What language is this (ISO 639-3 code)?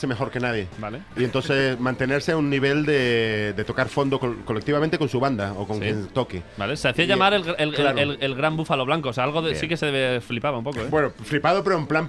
spa